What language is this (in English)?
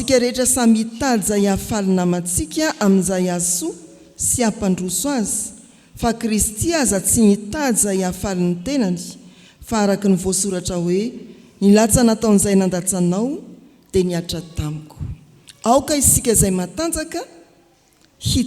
Malagasy